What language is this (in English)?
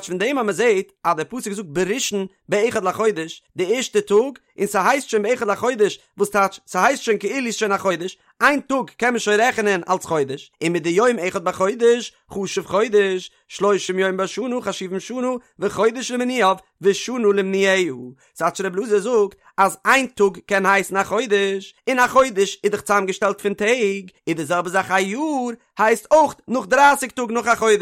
Yiddish